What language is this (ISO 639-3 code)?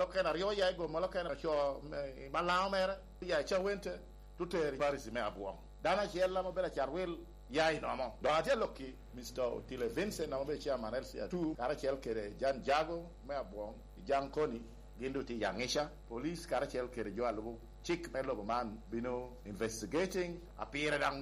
laj